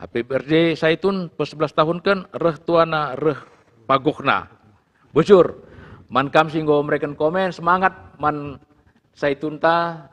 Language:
Batak Karo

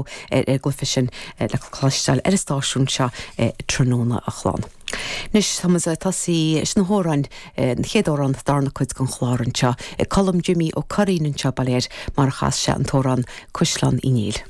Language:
Irish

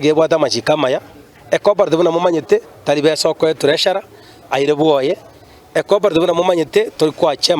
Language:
Gusii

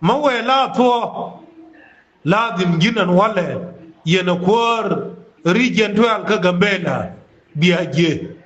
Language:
Nuer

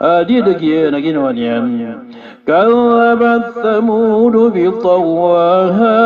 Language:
Maranao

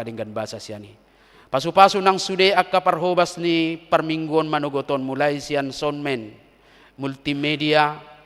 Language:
Batak Toba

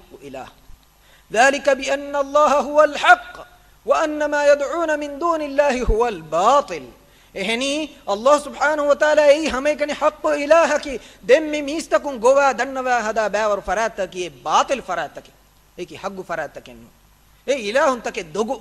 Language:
Divehi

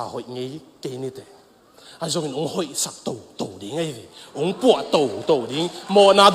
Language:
Tedim Chin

